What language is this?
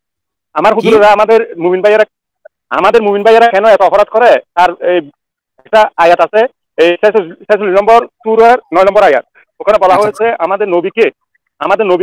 Bangla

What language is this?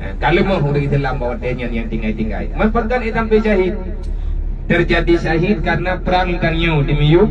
Achinese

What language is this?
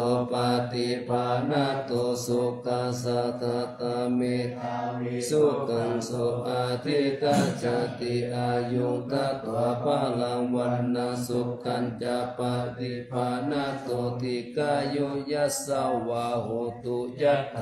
Pali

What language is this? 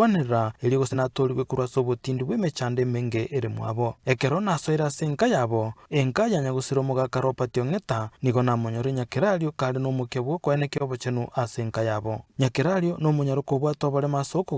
Gusii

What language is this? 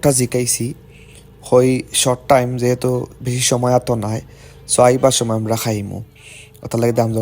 Sylheti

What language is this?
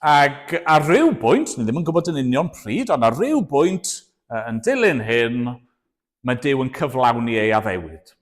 Welsh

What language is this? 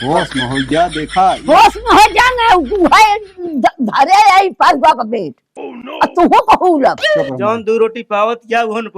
Awadhi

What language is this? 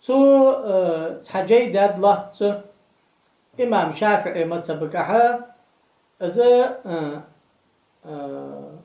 Ingush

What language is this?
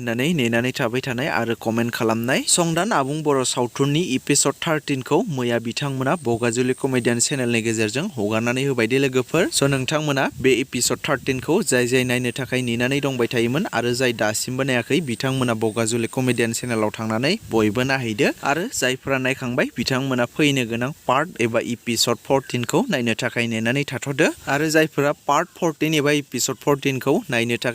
Bodo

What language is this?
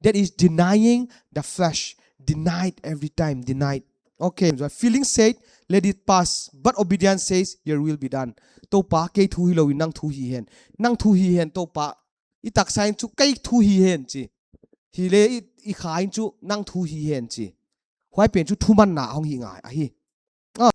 Paite Chin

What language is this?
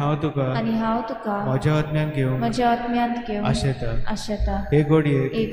Konkani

